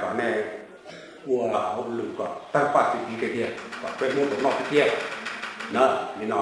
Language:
Hmong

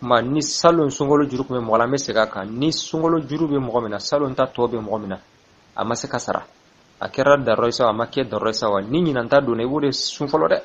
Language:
Bambara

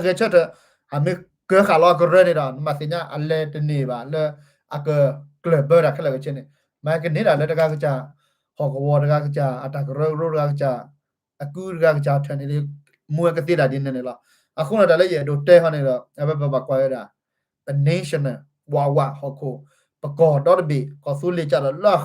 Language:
S'gaw Karen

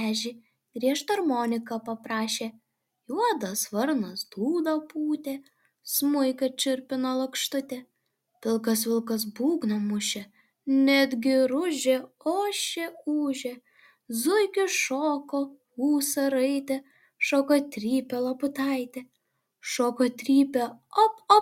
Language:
Lithuanian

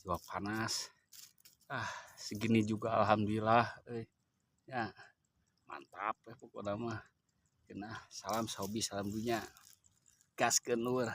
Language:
Sundanese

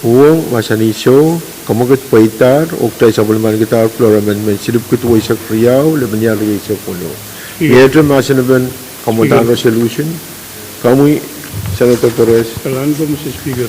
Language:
Pohnpeian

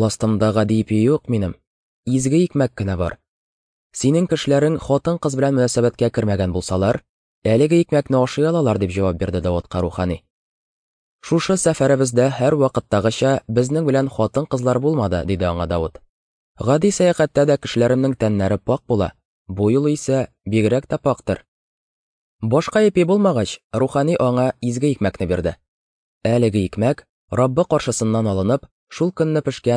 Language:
Tatar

